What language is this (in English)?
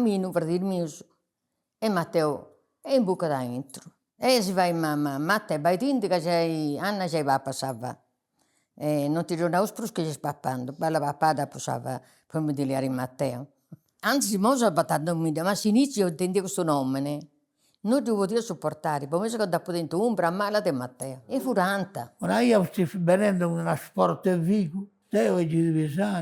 Sardinian